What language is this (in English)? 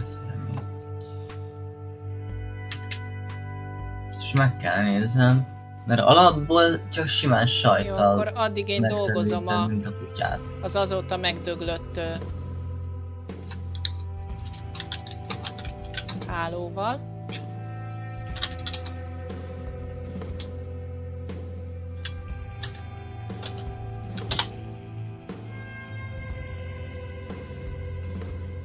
Hungarian